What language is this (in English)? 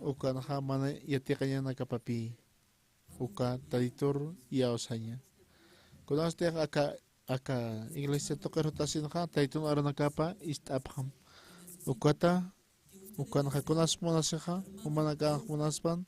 Aymara